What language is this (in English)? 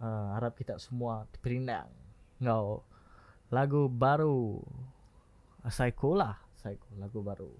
Iban